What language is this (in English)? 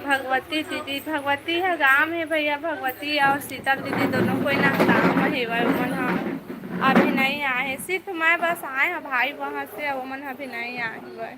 Chhattisgarhi